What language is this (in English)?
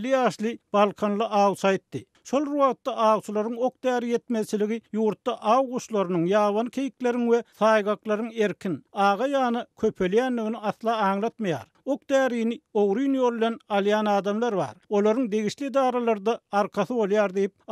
Turkmen